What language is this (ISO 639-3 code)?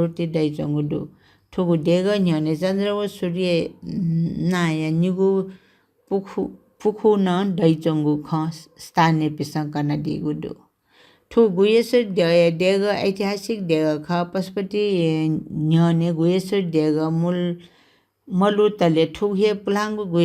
new